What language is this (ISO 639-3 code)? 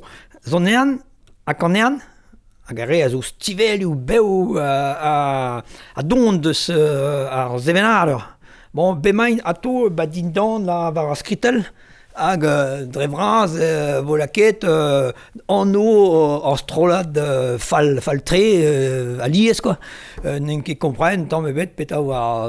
bre